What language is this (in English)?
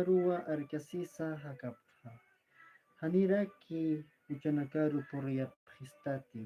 Aymara